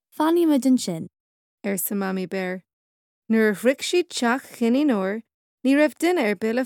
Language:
Irish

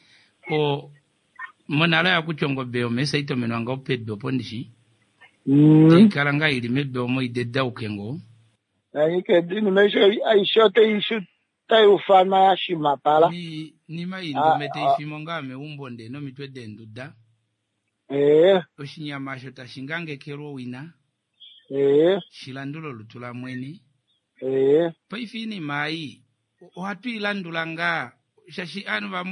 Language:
Kuanyama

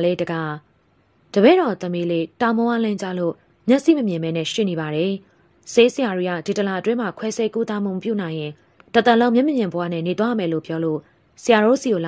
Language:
Burmese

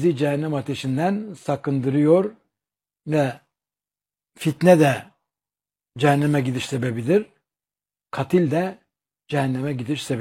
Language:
Turkish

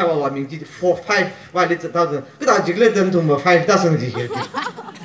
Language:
Tangkhul Naga (India)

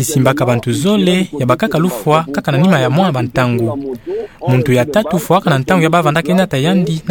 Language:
Kituba (Democratic Republic of Congo)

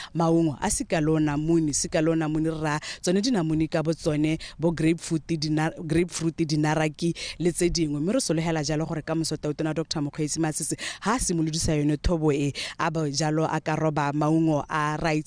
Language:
Tswana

